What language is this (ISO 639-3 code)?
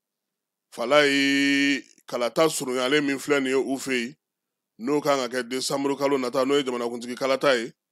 bam